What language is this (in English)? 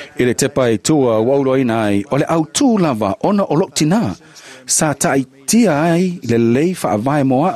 Samoan